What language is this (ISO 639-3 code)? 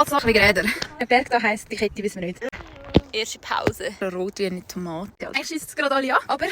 gsw